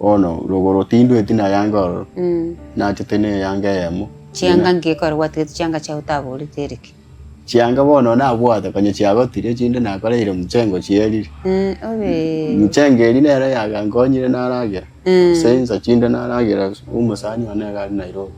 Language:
Gusii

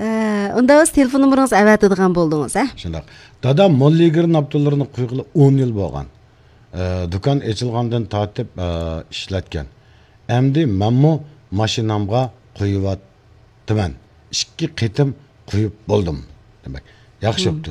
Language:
Uyghur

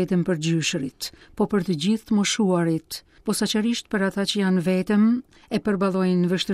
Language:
Albanian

